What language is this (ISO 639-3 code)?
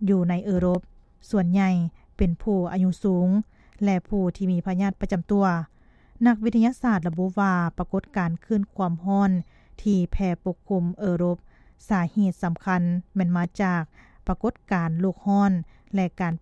lao